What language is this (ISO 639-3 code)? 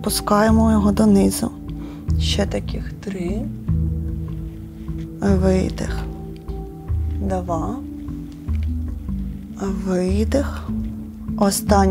ukr